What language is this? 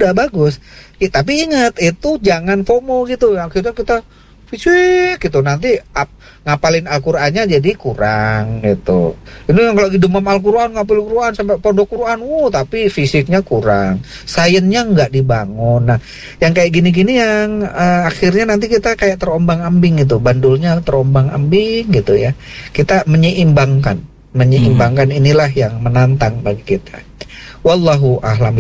Indonesian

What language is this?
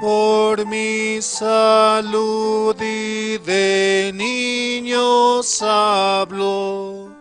Aymara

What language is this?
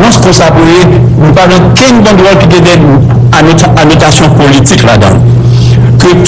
Haitian Creole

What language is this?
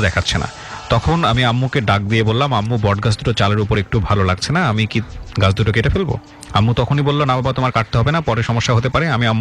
Bangla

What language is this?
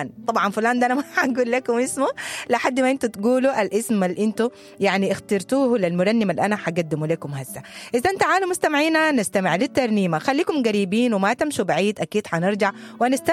Sudanese Arabic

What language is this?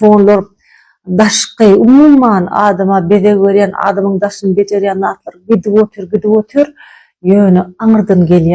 Turkmen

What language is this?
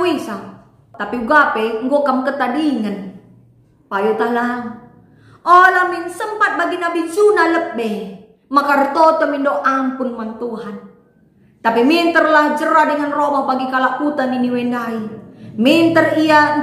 Batak Karo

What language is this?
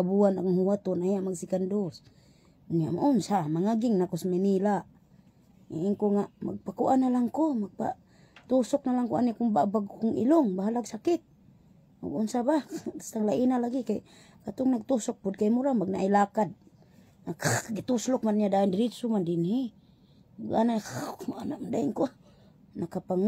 Cebuano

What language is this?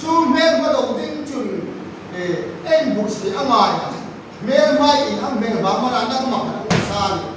Hmar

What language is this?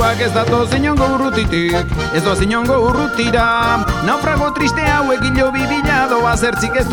Basque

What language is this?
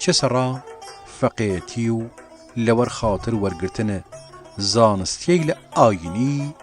Southern Kurdish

